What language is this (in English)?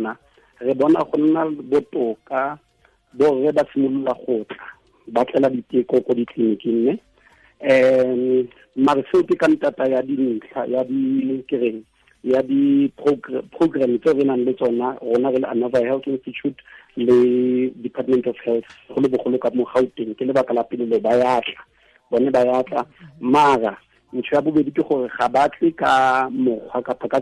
Tswana